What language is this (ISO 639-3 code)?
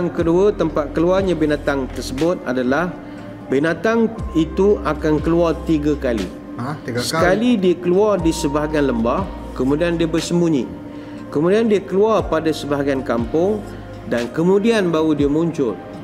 msa